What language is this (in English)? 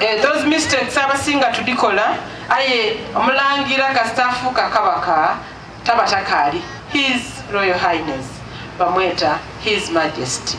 Soga